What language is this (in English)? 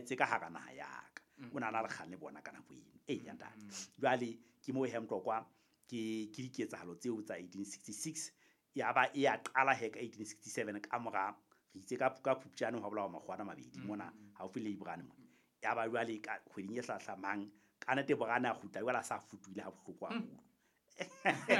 Southern Sotho